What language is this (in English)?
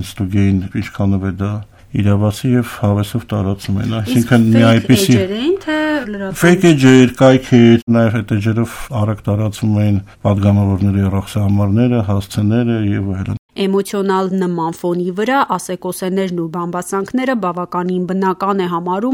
Armenian